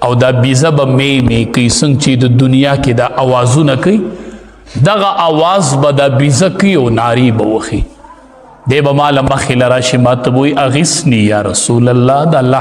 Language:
Pashto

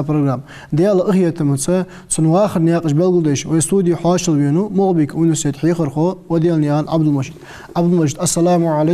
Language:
Ingush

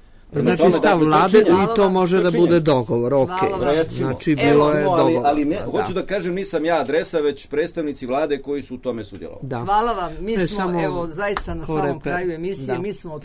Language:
Serbian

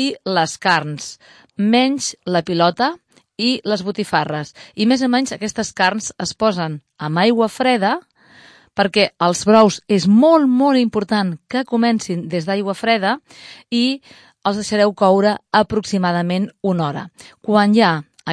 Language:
Catalan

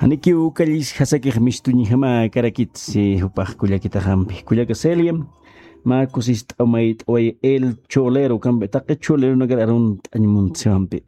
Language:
Aymara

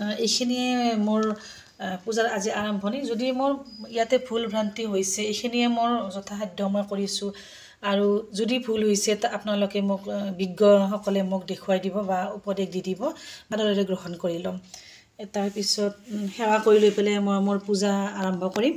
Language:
Assamese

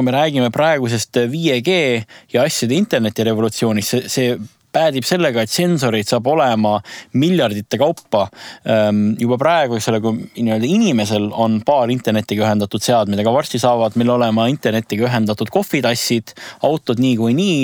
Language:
Estonian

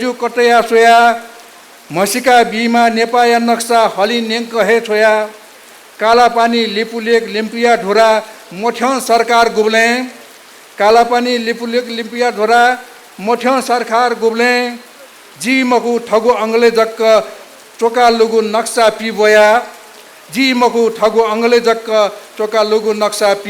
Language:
Newari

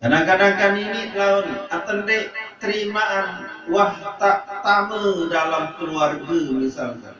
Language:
Sasak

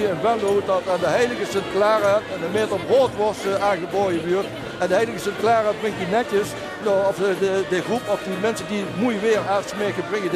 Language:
Limburgish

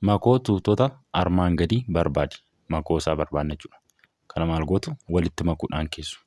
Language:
Oromo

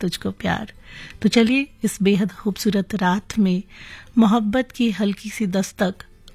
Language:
Hindi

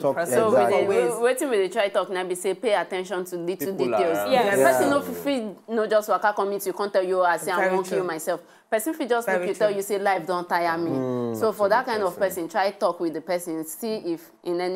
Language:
Nigerian Pidgin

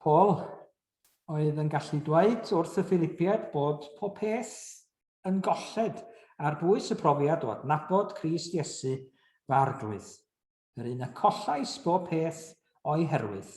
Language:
Welsh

